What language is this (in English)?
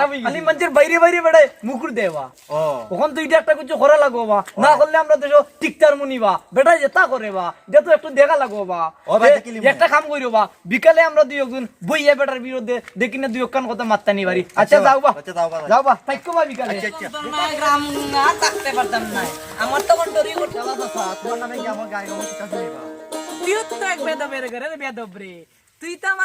Sylheti